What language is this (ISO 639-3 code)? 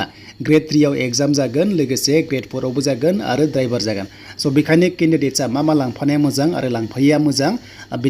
brx